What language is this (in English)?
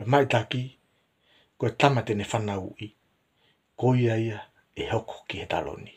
Tongan